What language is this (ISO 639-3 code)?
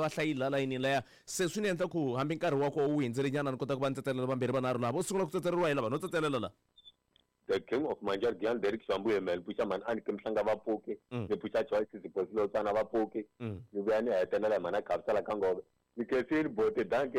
tso